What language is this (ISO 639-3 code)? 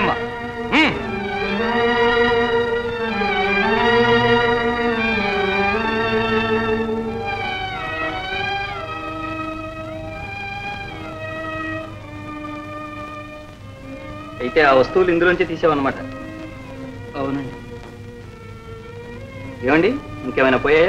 tel